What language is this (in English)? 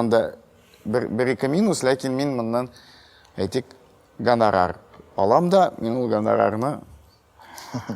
Tatar